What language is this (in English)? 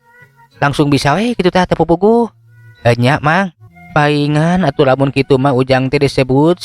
Sundanese